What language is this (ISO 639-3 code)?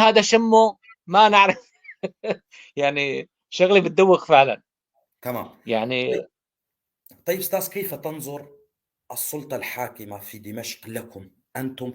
apc